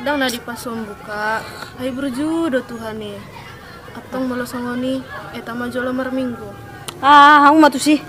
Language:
Batak Toba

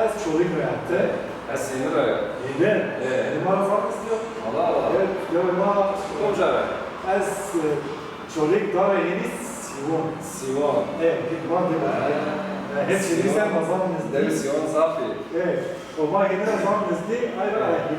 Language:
Zaza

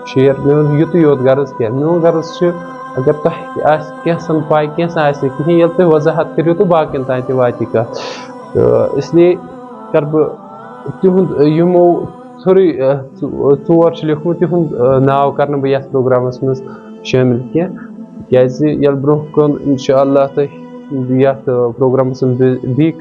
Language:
Kashmiri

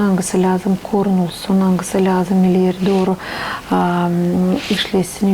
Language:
Gagauz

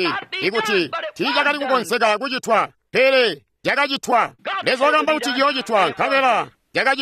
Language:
Tonga (Zambia)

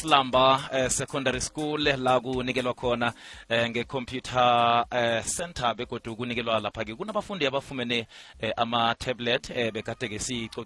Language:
South Ndebele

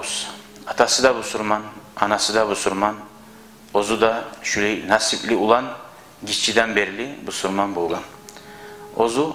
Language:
Kumyk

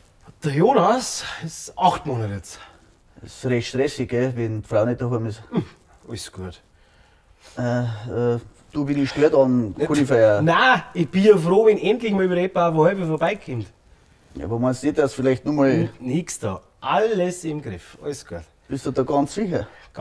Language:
Bavarian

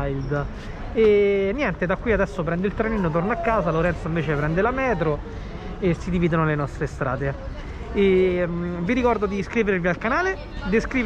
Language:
Italian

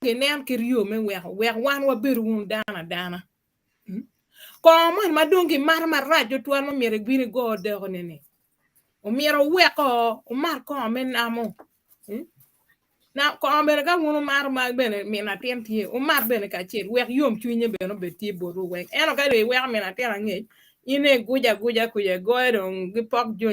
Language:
Acoli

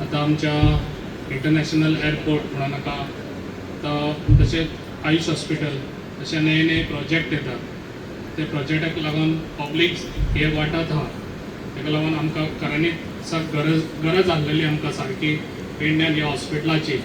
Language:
Konkani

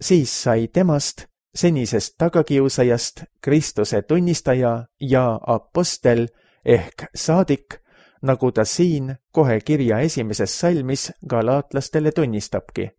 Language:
Estonian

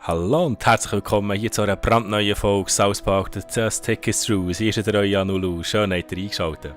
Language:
Swiss German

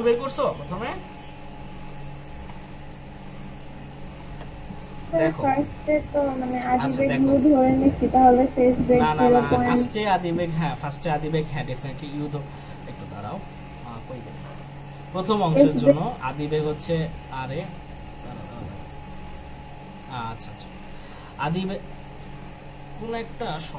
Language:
Bangla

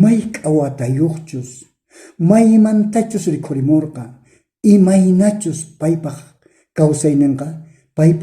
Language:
South Bolivian Quechua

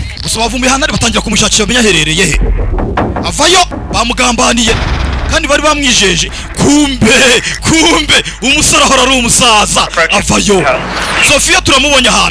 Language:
Kinyarwanda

